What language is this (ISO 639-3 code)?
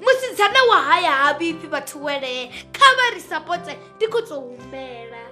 ven